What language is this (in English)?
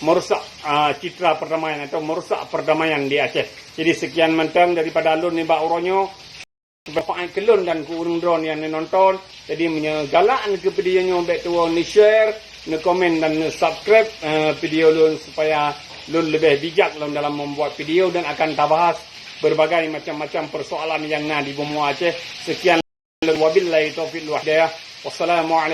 Achinese